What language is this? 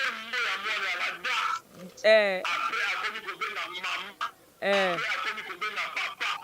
Lingala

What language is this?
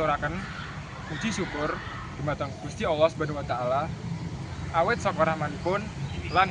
Javanese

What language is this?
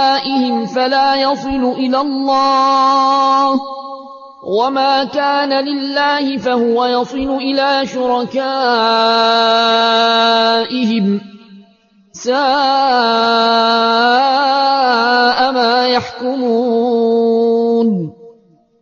Arabic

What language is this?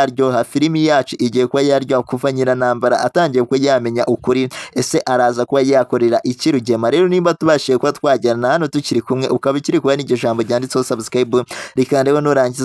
Kinyarwanda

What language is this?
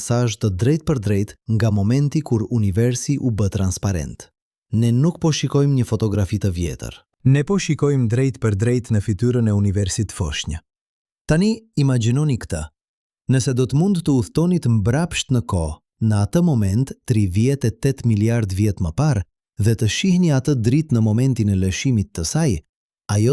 Albanian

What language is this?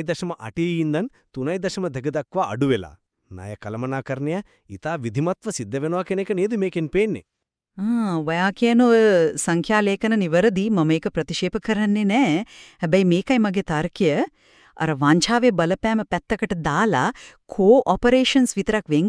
Sinhala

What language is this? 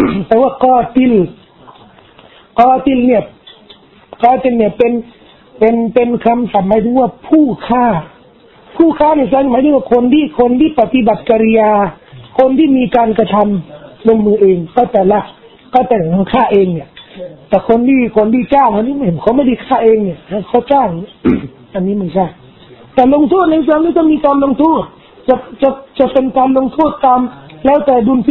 Thai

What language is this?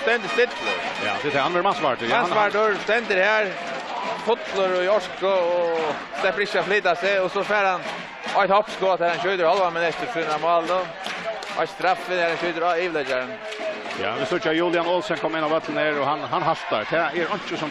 Faroese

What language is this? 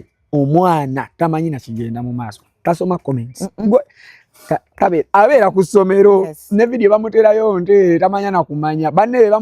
Ganda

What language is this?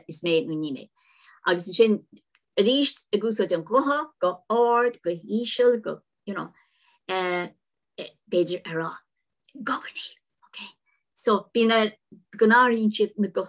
Irish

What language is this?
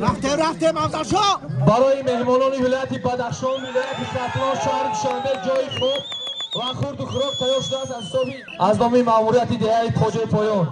Tajik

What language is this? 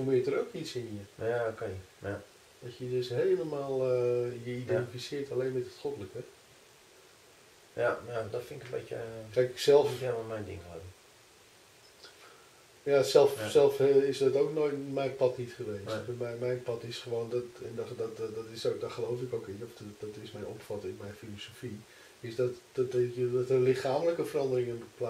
Dutch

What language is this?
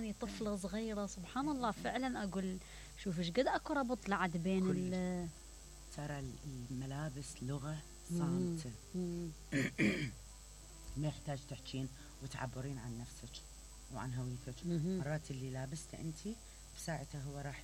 Mesopotamian Arabic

